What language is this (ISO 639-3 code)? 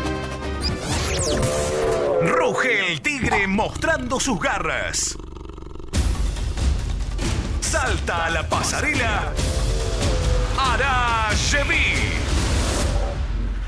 spa